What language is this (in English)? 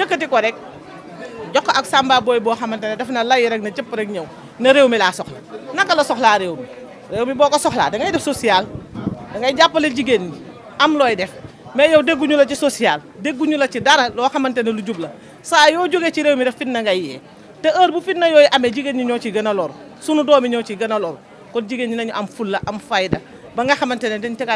Wolof